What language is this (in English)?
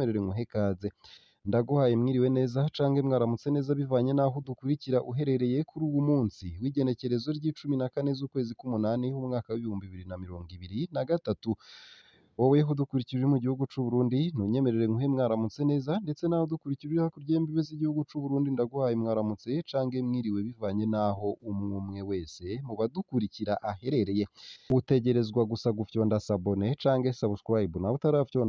Rundi